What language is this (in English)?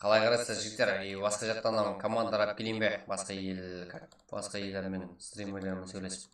Kara-Kalpak